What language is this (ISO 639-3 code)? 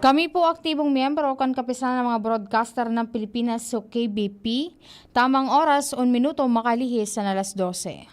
bik